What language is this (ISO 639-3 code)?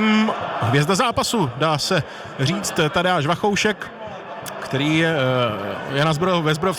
ces